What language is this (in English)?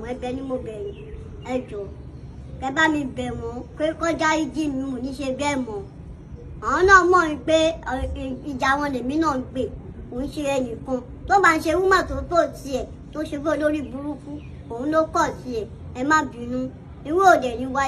Yoruba